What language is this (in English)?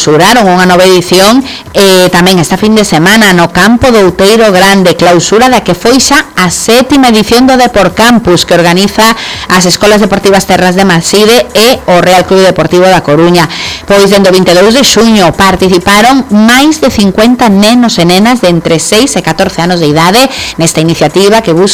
Galician